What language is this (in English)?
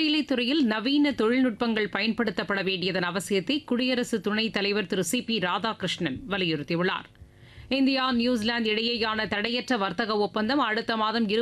Tamil